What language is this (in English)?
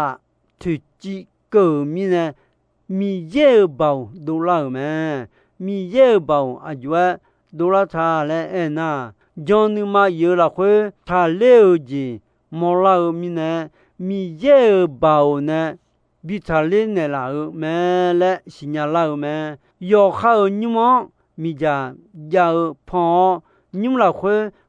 Akha